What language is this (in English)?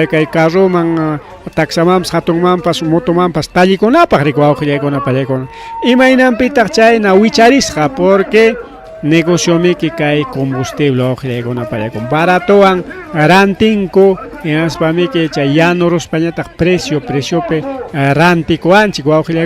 Ayacucho Quechua